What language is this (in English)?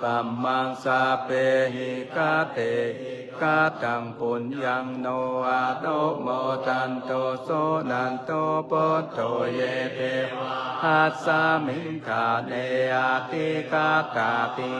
Pali